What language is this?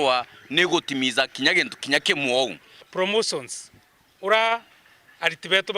Meru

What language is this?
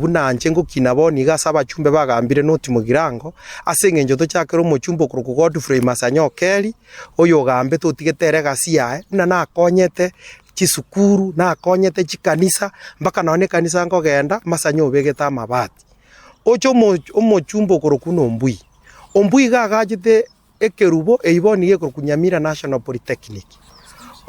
Gusii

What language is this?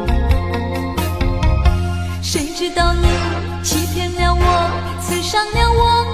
Chinese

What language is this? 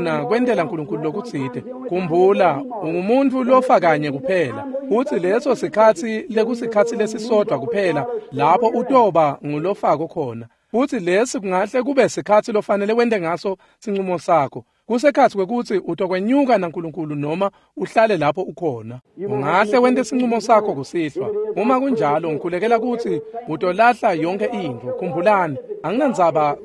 Swati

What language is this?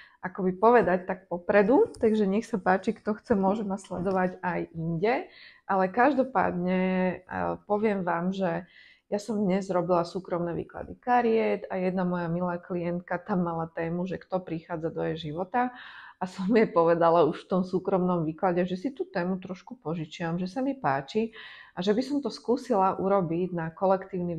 Slovak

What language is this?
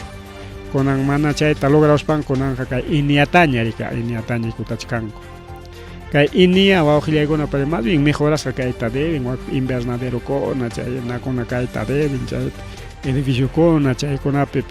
Ayacucho Quechua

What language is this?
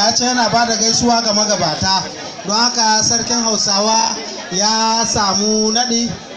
Hausa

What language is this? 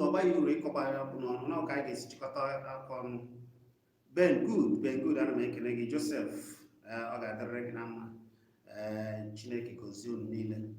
Igbo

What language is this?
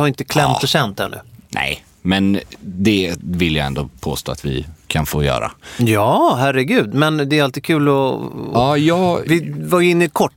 Swedish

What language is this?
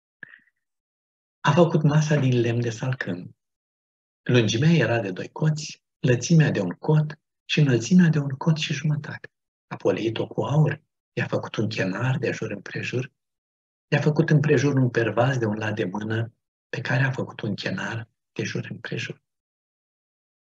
Romanian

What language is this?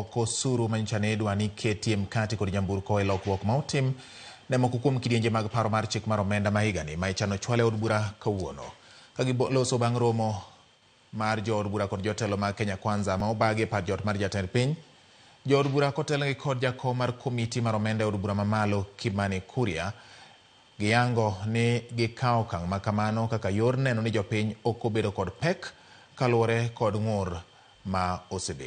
Luo (Kenya and Tanzania)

